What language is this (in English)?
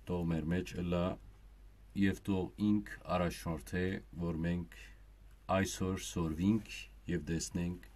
Western Armenian